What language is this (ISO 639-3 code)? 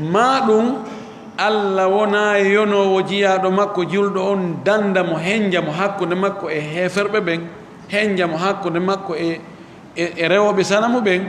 ful